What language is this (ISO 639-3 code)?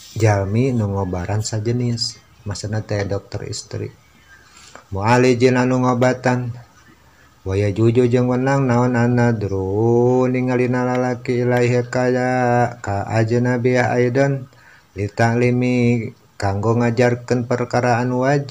sun